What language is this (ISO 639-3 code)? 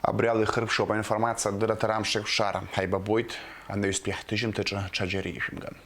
abk